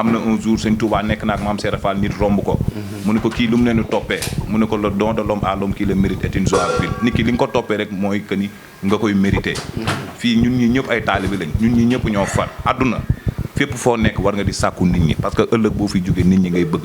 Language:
Wolof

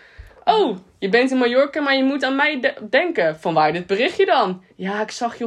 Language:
Dutch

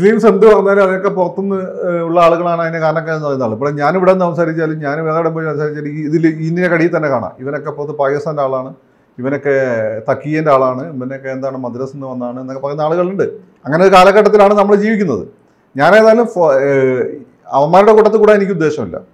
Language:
Malayalam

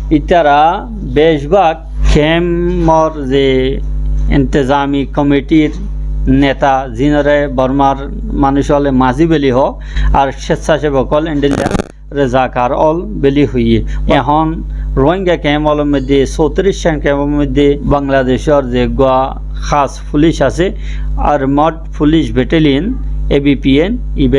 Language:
Rohingya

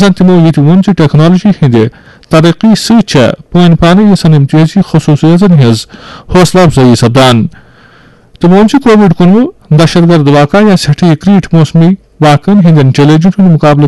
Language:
Kashmiri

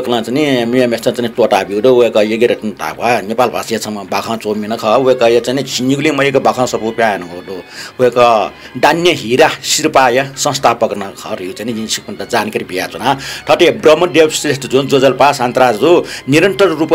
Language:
Newari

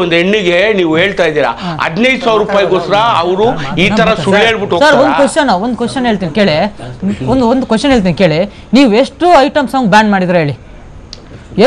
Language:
Kannada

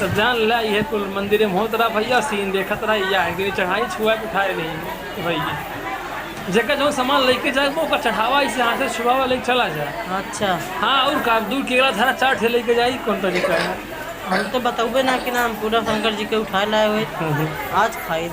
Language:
Awadhi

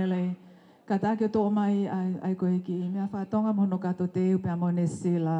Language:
Tongan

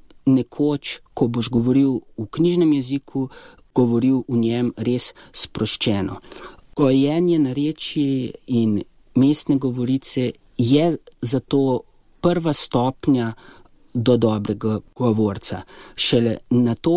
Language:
Slovenian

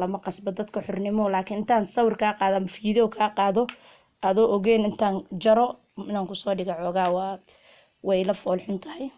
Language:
Somali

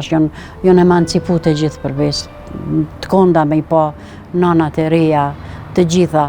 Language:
Albanian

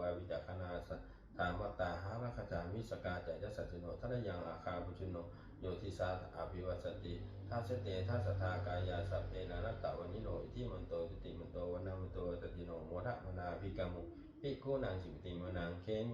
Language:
Pali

